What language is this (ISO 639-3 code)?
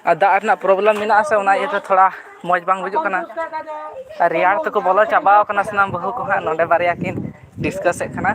sat